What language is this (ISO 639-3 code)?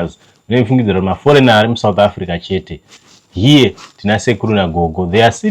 sna